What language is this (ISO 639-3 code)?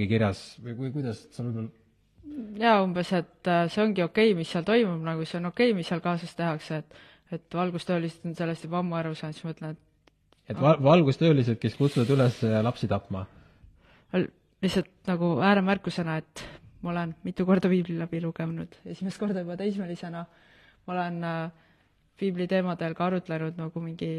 est